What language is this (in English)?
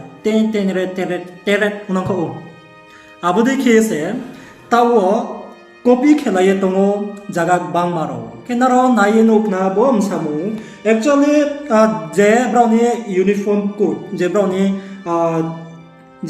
Riang (India)